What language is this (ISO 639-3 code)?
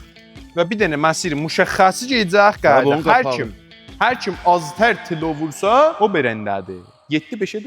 azb